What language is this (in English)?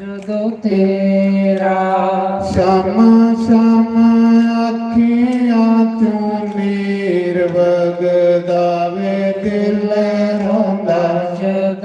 Dogri